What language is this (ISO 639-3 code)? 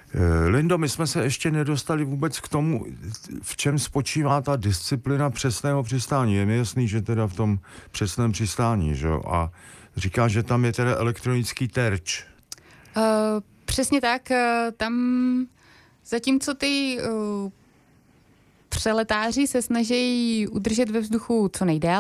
ces